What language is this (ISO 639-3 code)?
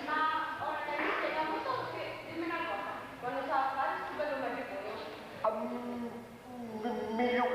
scn